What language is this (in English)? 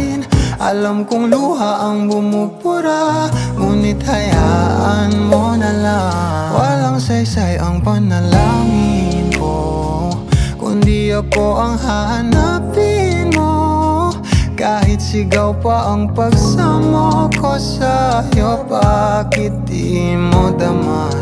Filipino